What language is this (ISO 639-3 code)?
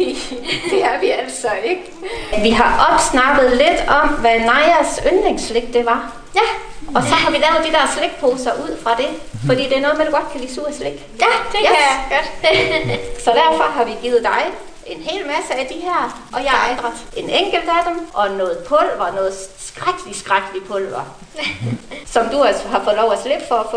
dan